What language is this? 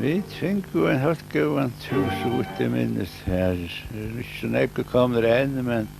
Faroese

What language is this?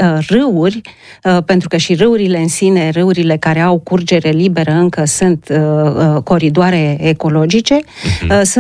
Romanian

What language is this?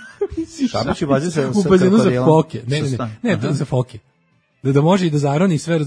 Serbian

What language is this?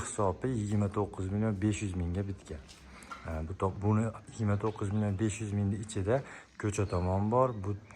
Uzbek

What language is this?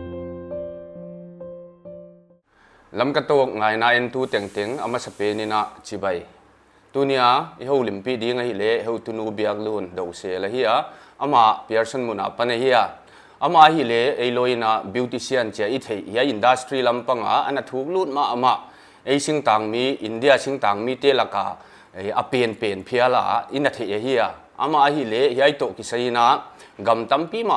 Paite Chin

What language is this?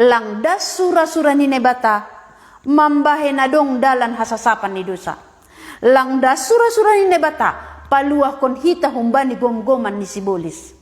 Batak Simalungun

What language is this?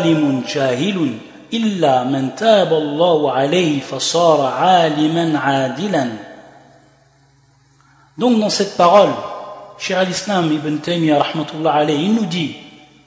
French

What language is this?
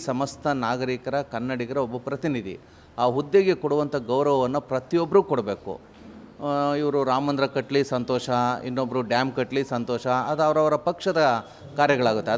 Kannada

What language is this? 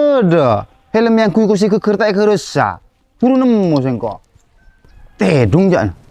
Madurese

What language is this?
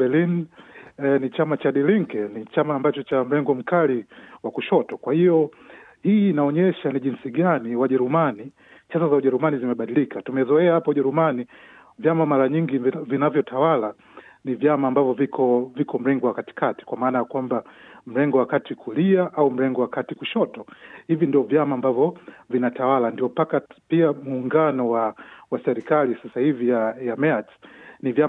Swahili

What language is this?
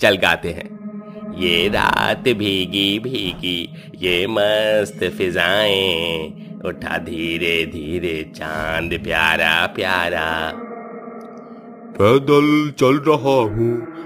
Hindi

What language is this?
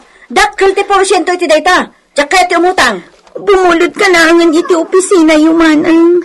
Iloko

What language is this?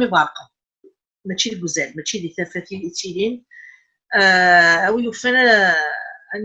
Kabyle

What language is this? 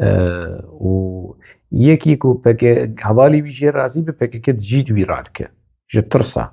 Kurdish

